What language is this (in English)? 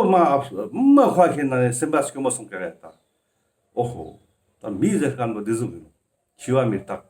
Ladakhi